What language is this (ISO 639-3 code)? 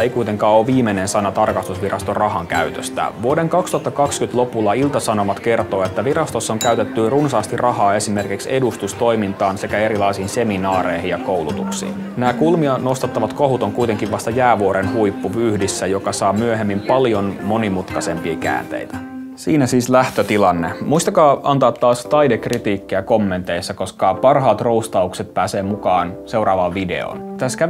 fin